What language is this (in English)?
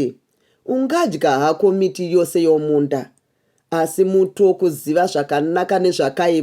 Shona